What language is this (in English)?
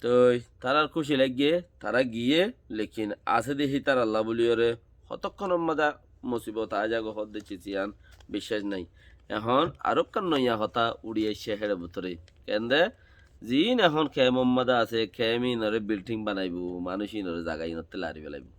Rohingya